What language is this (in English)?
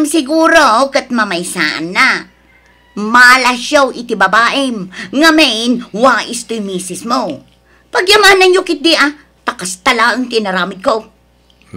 Iloko